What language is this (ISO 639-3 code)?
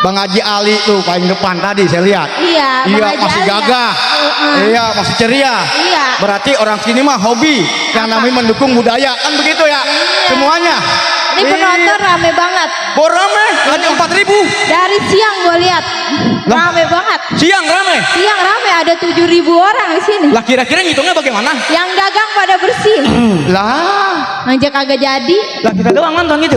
bew